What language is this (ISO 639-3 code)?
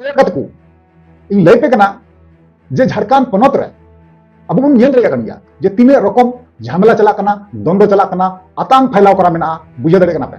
sat